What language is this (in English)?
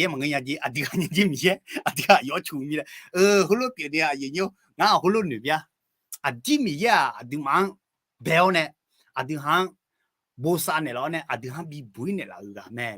Akha